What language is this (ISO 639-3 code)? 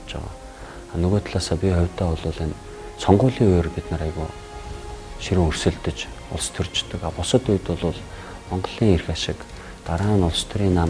mon